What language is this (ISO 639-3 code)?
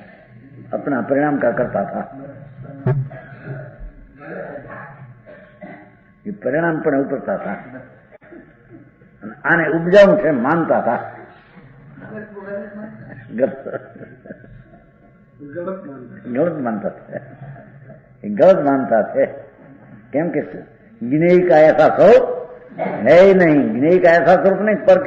guj